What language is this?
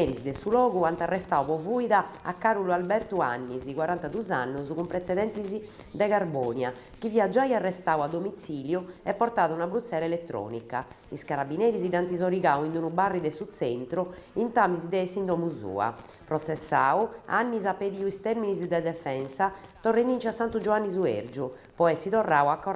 Sardinian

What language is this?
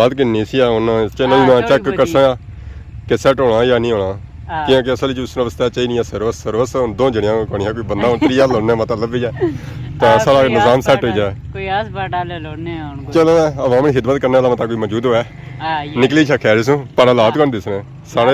Pahari-Potwari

